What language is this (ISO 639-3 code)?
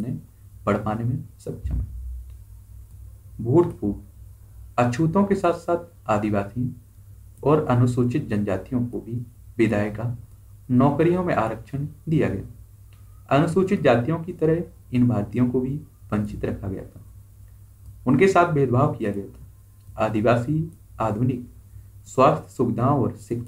hin